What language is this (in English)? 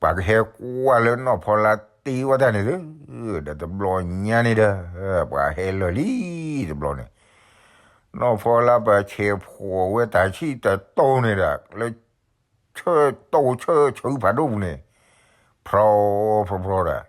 S'gaw Karen